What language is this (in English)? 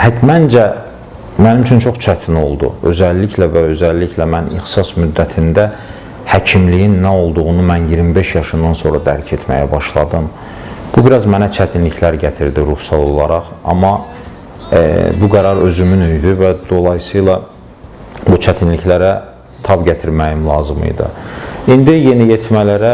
Azerbaijani